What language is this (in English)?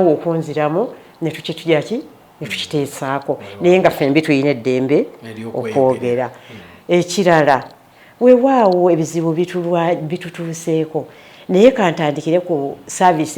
Ganda